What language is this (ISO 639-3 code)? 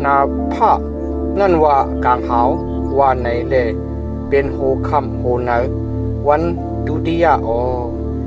shn